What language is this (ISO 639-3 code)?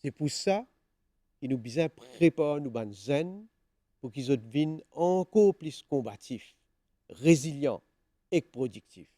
mfe